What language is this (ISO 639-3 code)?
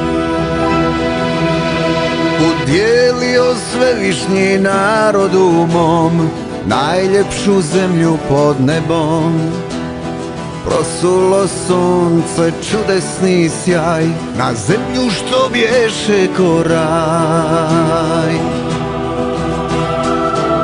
hrv